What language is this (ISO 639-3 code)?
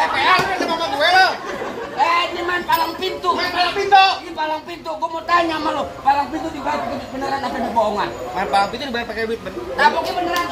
bew